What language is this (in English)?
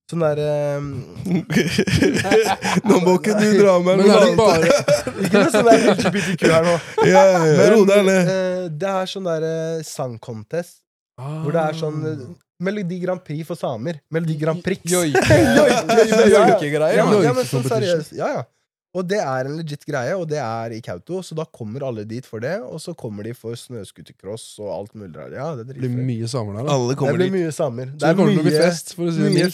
Norwegian